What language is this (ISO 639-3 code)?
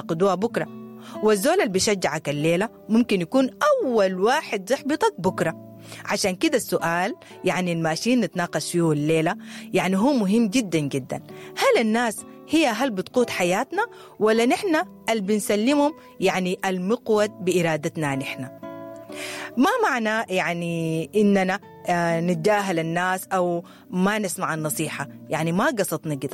apd